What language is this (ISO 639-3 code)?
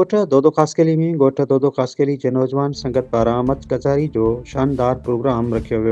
snd